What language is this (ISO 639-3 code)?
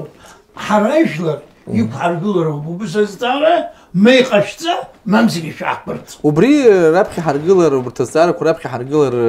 abk